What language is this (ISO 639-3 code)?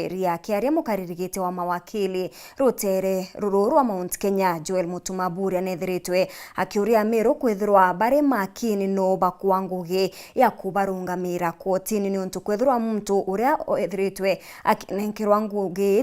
mer